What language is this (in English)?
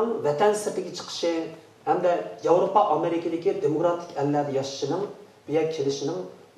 Uyghur